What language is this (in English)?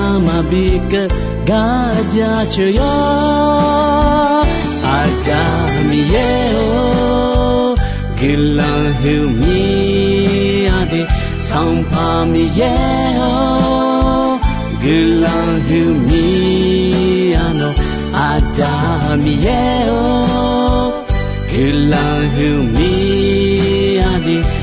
Akha